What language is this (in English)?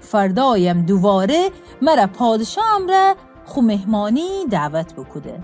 Gilaki